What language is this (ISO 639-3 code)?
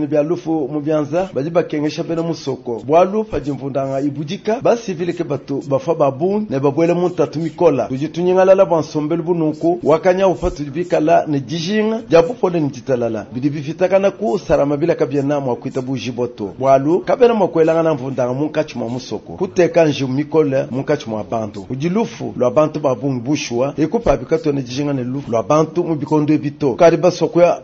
lua